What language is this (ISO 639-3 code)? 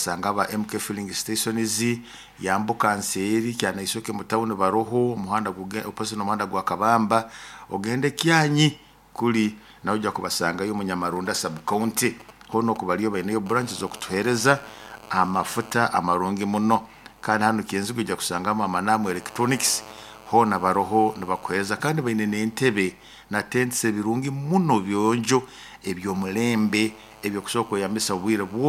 nyo